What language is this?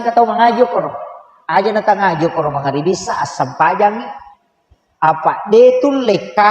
Buginese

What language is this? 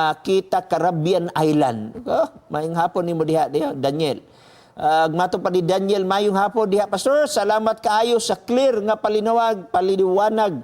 Cebuano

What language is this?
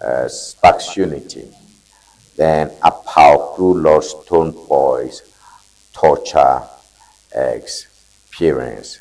Ewe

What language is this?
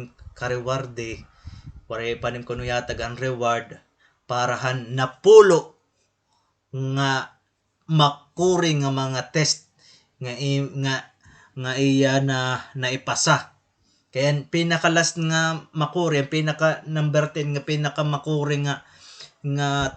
Waray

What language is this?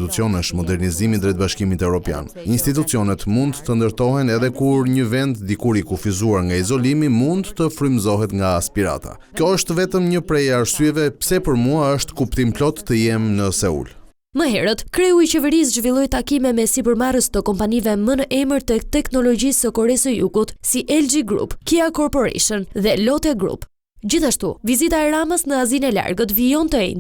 Albanian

